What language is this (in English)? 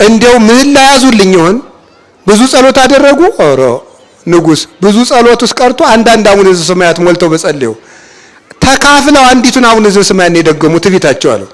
Amharic